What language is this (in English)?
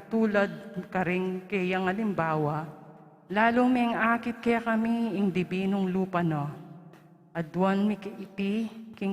Pampanga